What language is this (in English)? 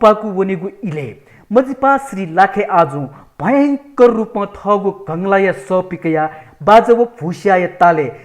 Newari